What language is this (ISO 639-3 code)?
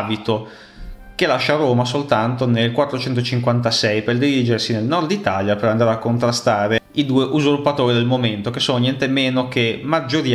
ita